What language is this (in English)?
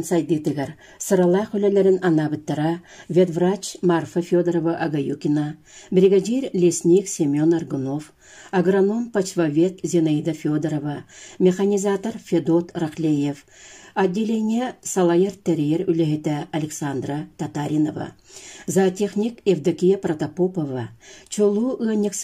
Yakut